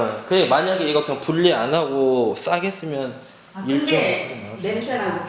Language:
Korean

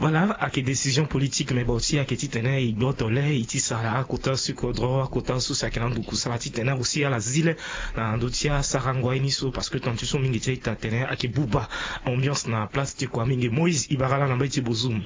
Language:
Sango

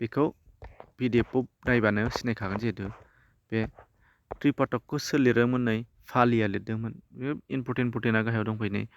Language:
Bodo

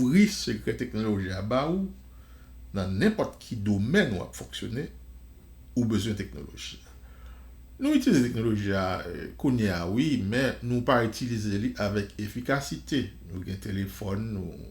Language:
Haitian Creole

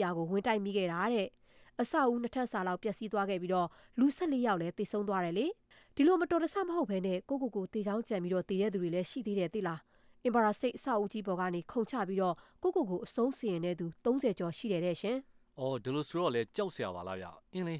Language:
Burmese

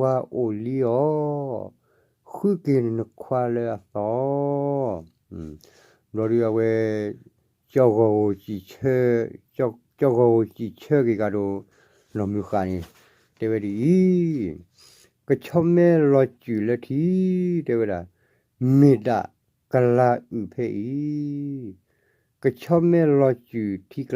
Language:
S'gaw Karen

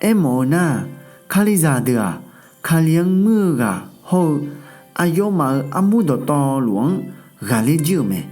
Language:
Akha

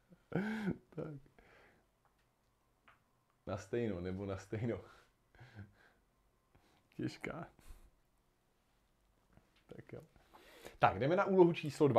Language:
Czech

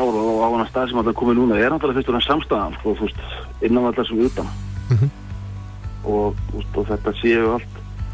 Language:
Icelandic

